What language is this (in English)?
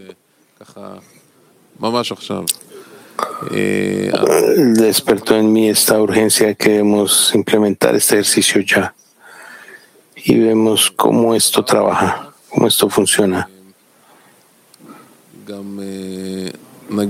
Spanish